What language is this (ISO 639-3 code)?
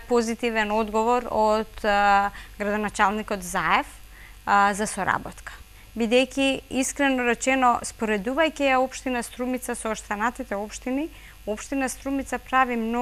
mkd